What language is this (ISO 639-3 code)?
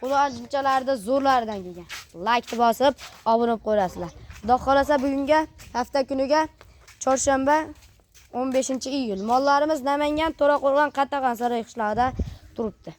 uzb